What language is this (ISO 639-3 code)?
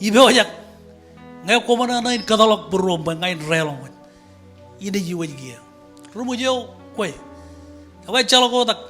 mah